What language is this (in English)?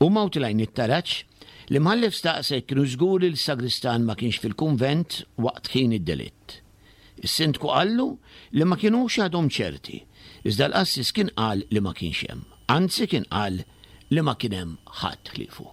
Maltese